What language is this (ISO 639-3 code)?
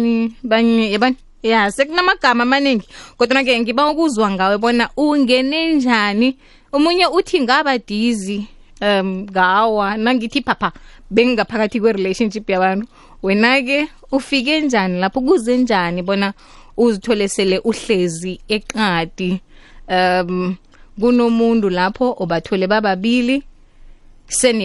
nbl